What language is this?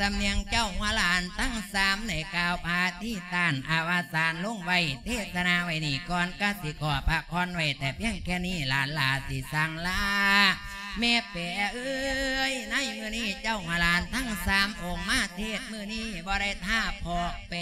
Lao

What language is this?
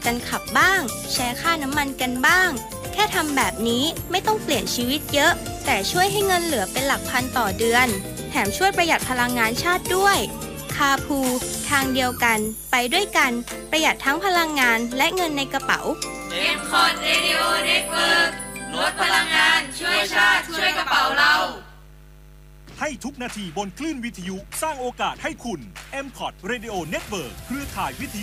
Thai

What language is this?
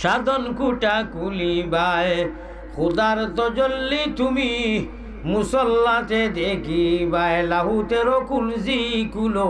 Sylheti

